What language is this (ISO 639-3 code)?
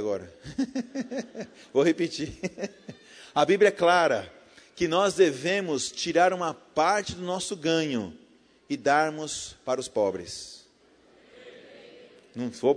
por